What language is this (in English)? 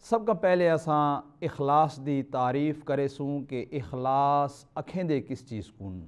Saraiki